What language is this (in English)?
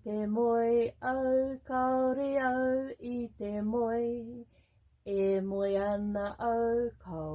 Māori